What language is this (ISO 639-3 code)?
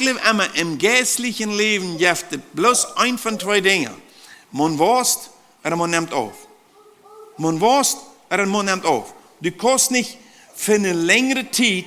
pdt